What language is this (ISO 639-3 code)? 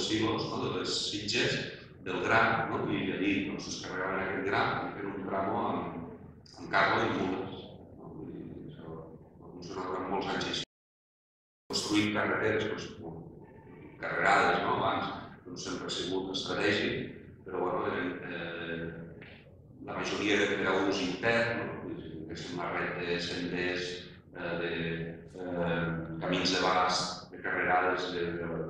cat